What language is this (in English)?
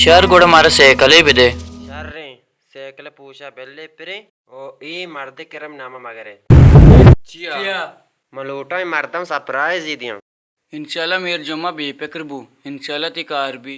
Baluchi